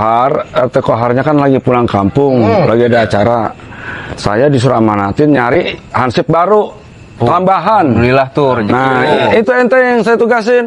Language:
Betawi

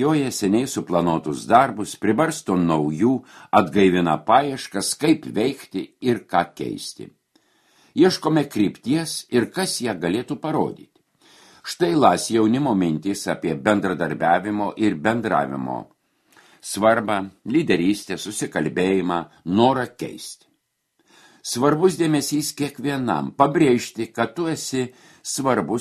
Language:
Lithuanian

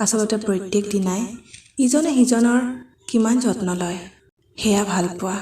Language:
Assamese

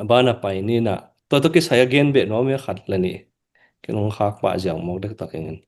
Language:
Tedim Chin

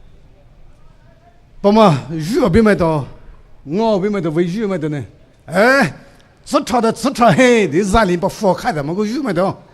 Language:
Poumei Naga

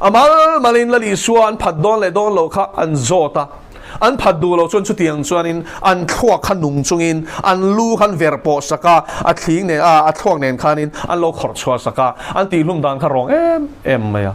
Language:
Mizo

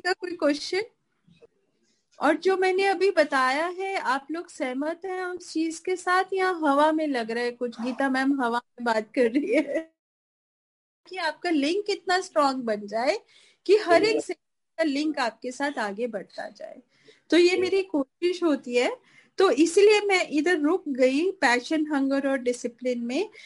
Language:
Hindi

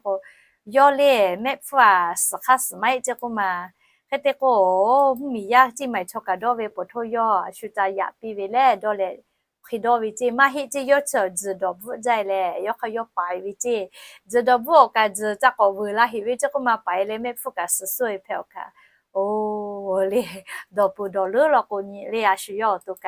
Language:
Lahu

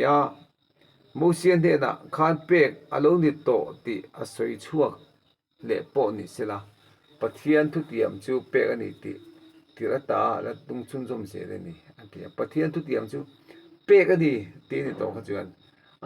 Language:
Mizo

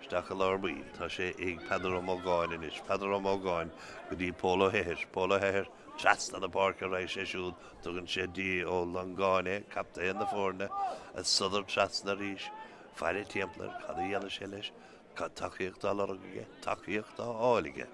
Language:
Irish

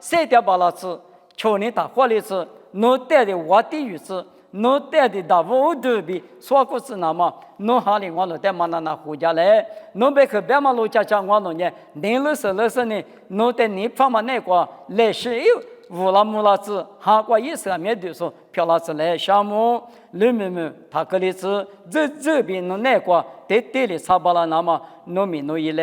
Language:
Lisu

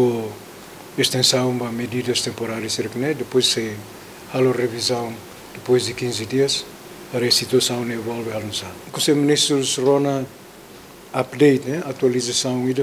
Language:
Tetum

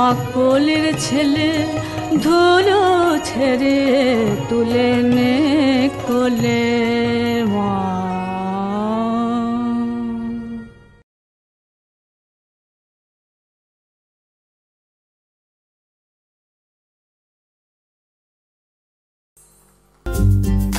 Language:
Bangla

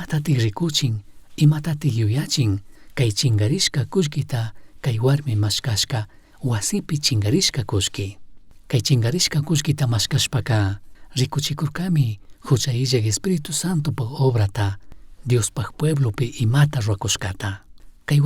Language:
Chimborazo Highland Quichua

